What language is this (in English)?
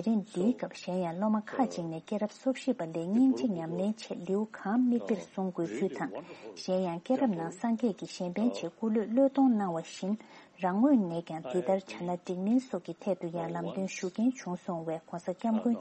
Tibetan